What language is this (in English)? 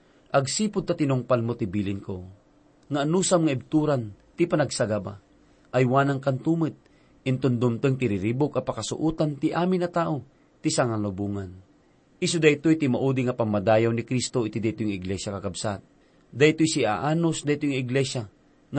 Iloko